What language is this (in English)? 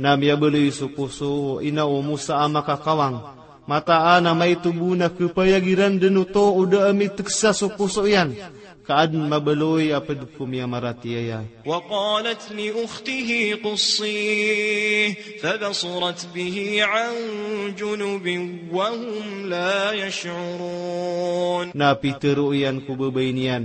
Maranao